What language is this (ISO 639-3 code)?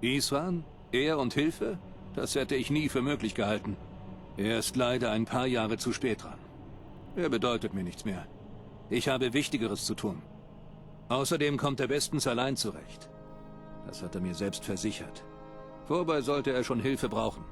bar